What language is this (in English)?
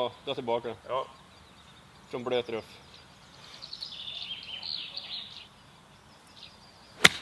Swedish